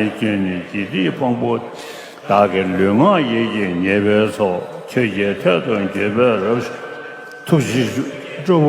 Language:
Tibetan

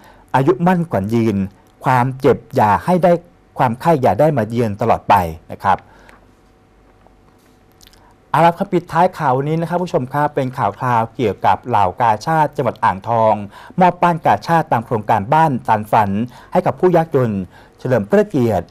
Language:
Thai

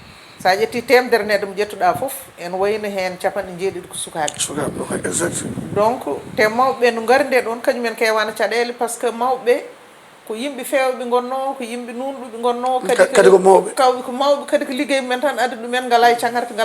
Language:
Fula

